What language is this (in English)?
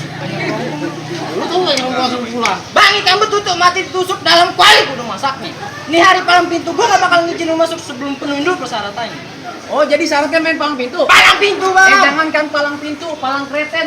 Betawi